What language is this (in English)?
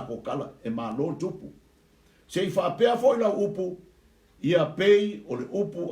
Samoan